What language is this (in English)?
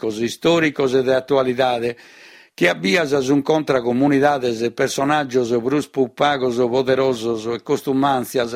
Sardinian